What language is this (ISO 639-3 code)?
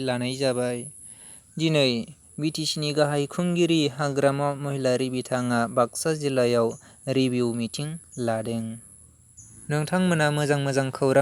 brx